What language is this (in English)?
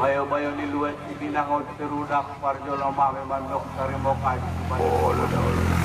Batak Angkola